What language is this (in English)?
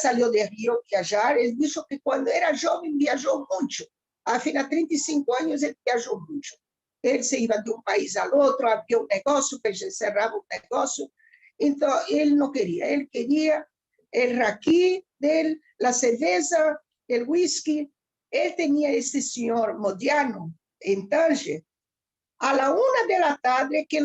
Ladino